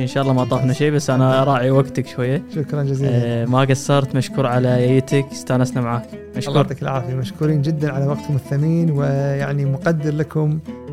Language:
Gulf Arabic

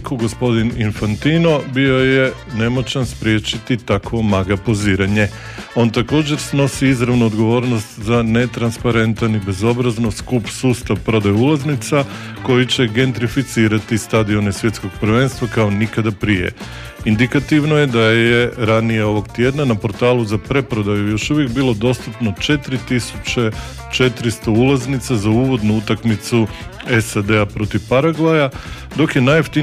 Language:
Croatian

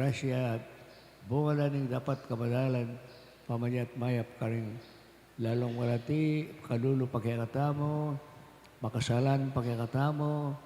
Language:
Pampanga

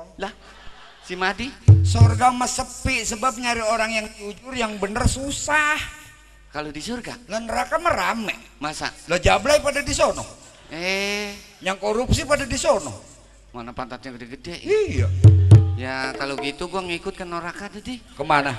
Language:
Betawi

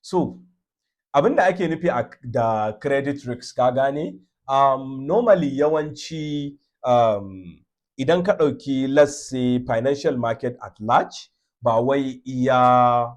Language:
Hausa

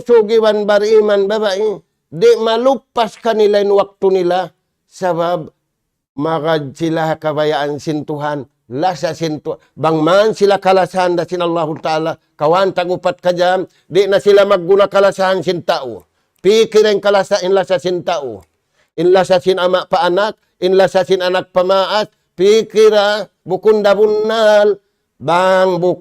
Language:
Tausug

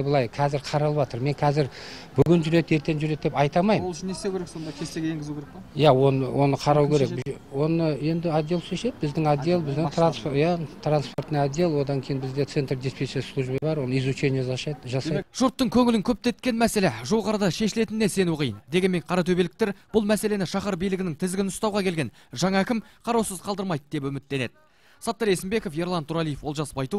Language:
Kazakh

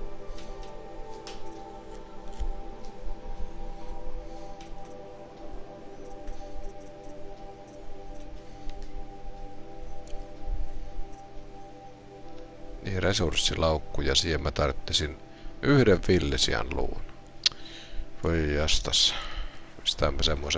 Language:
Finnish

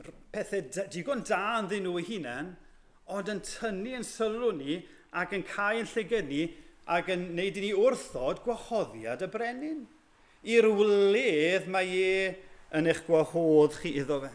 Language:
Welsh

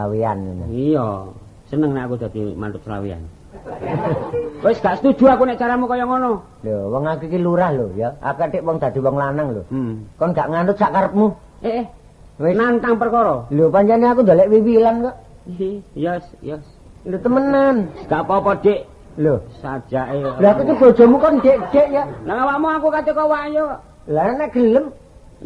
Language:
Javanese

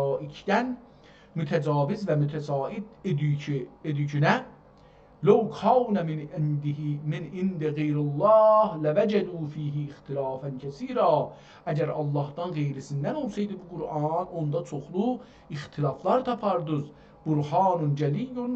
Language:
South Azerbaijani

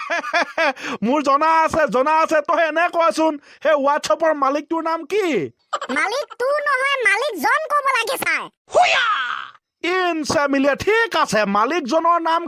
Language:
Assamese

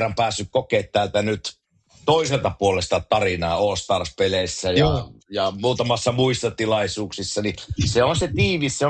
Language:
Finnish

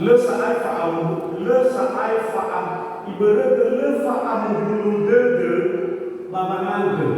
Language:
Nias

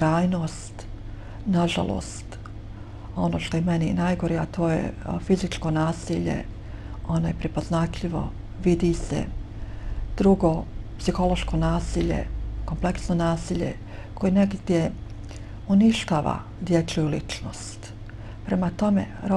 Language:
Bosnian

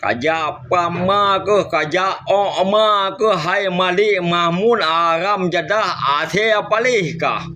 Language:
Achinese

